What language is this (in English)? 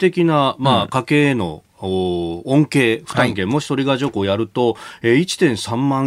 Japanese